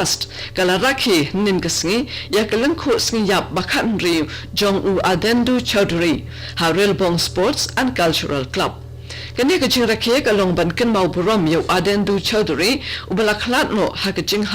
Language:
Khasi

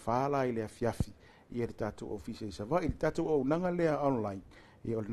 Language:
Samoan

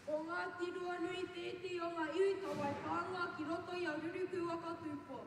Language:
Māori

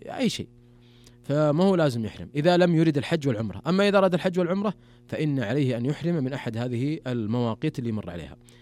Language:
Najdi Arabic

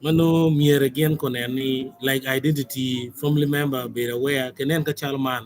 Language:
Acoli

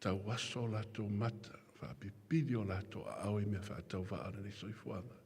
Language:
Samoan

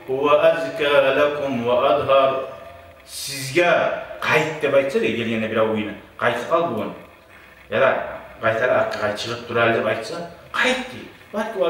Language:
Kumyk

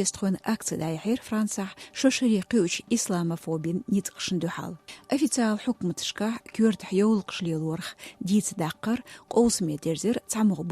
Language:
Chechen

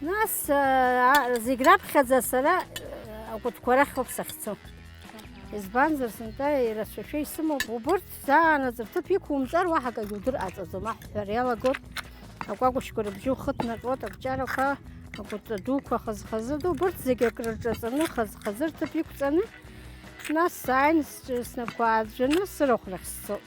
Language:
Abkhazian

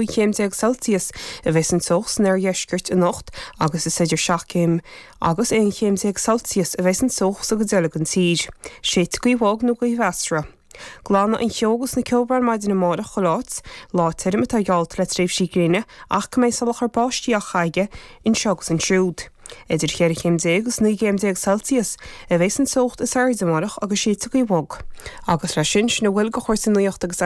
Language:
Irish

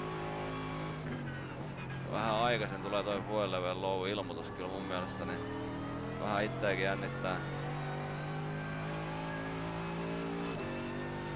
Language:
Finnish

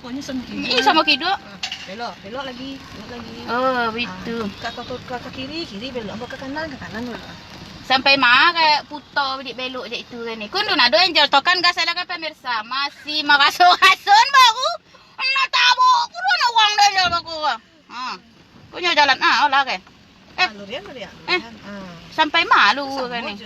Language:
Minangkabau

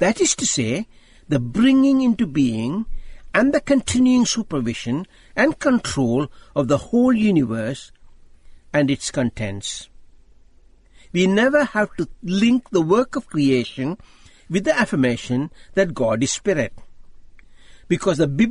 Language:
English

